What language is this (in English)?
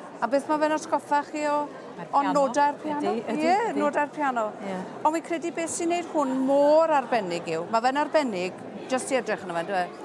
Welsh